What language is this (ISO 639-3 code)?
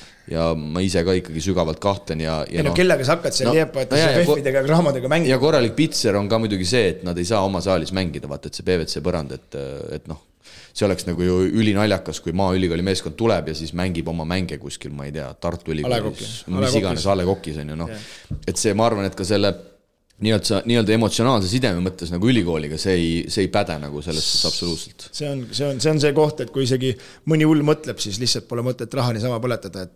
est